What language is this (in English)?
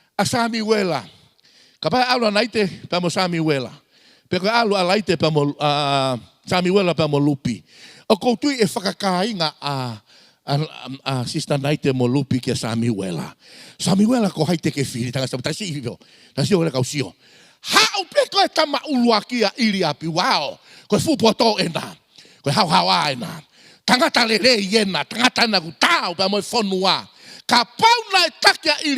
Tongan